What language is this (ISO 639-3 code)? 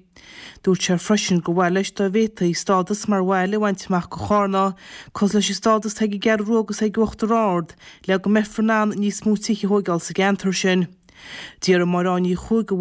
gle